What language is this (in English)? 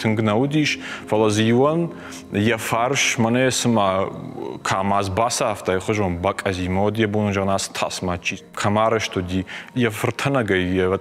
Ossetic